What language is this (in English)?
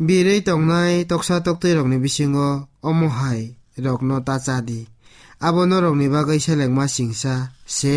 Kok Borok